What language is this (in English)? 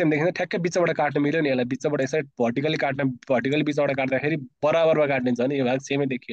Nepali